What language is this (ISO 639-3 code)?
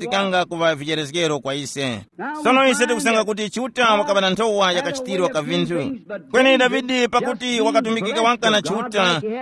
tum